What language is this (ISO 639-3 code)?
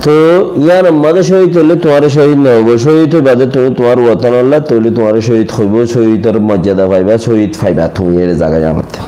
rhg